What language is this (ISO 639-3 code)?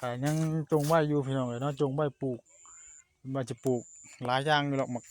tts